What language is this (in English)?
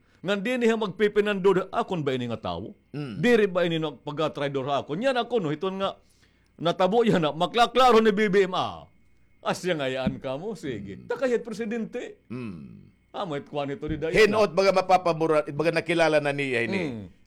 Waray